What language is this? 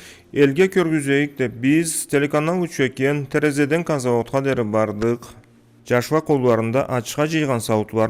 Karachay-Balkar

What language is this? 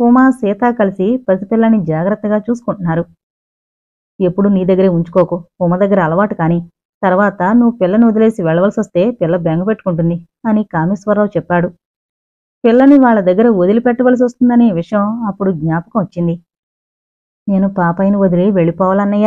Telugu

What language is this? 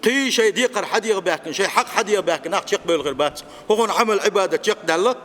Chechen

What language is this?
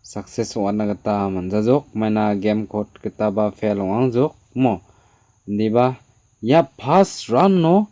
Garo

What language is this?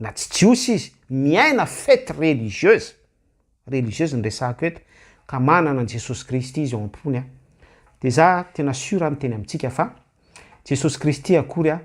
Malagasy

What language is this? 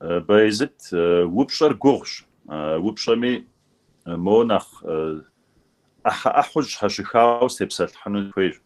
Kabardian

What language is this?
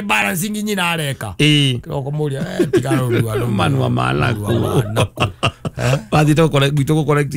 Kikuyu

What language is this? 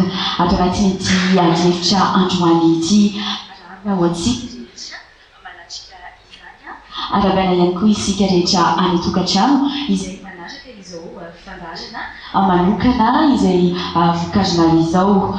Malagasy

